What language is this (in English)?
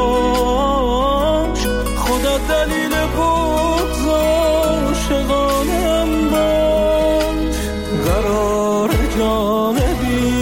Persian